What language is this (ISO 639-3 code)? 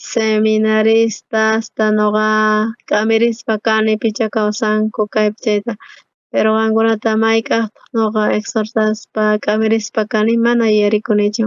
quh